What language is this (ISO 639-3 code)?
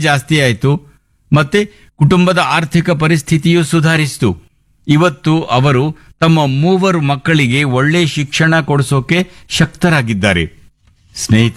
kan